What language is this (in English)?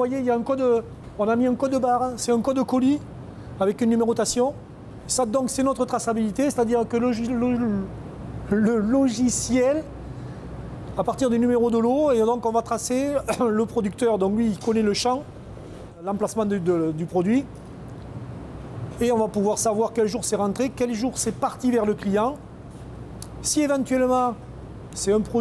French